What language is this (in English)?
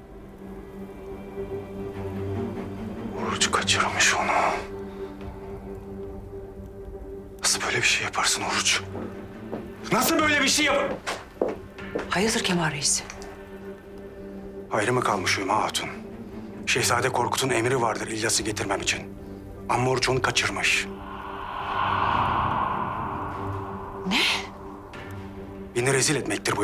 Turkish